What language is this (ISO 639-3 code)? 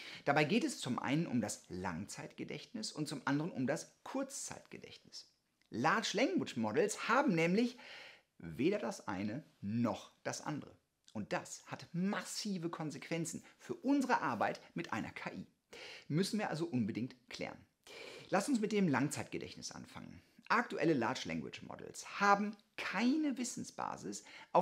deu